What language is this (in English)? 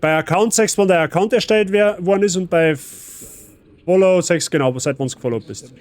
Bavarian